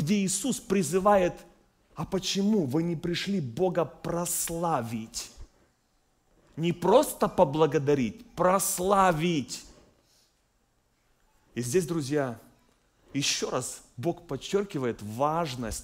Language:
Russian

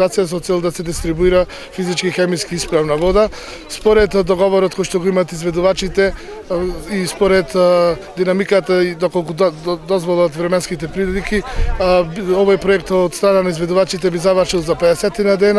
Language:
Macedonian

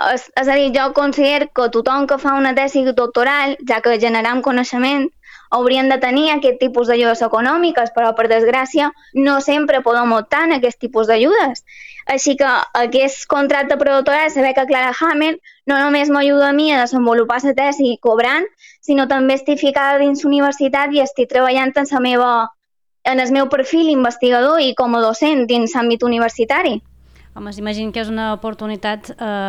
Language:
Catalan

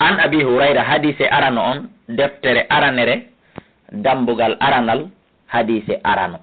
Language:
Fula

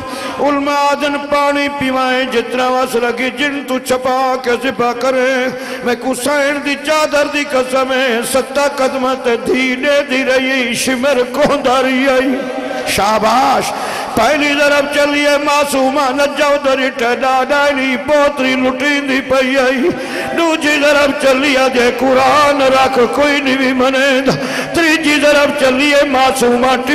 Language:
Saraiki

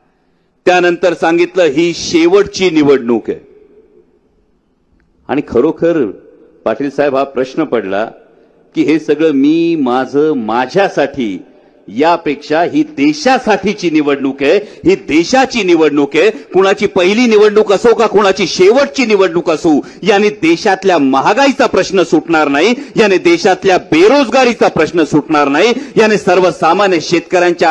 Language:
Marathi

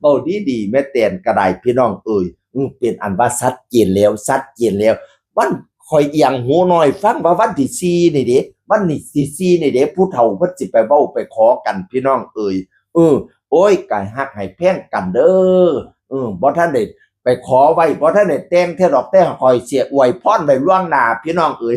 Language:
Northeastern Thai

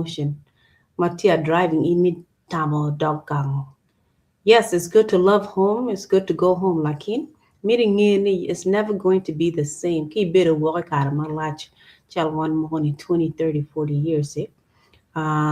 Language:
Acoli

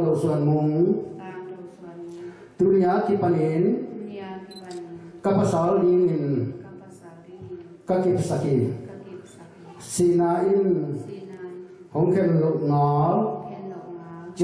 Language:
Tedim Chin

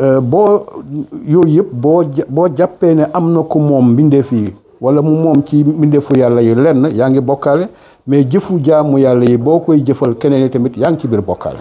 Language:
Wolof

